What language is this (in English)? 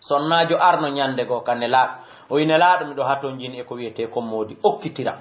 Fula